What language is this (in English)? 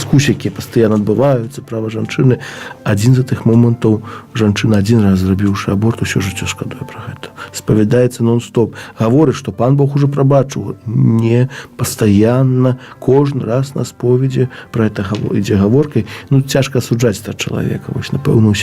Belarusian